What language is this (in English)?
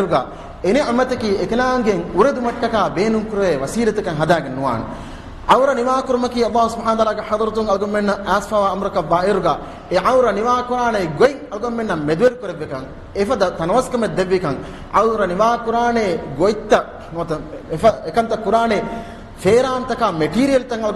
Divehi